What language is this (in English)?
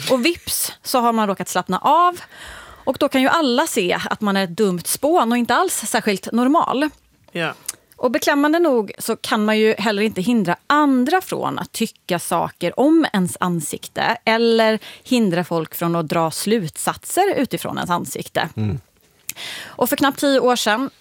Swedish